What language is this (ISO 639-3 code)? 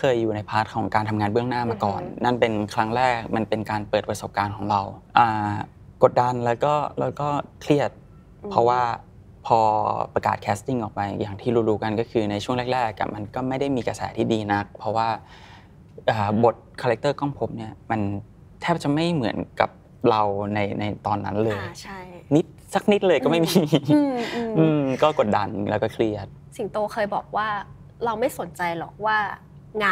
tha